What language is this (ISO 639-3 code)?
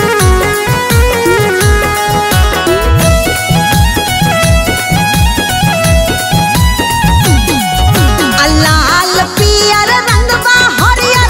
bho